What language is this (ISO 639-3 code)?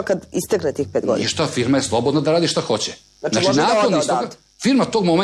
srp